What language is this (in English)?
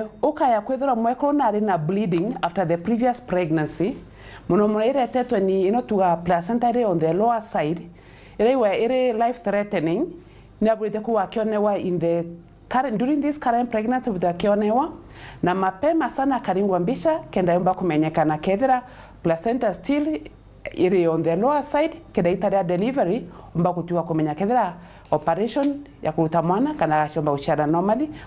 Meru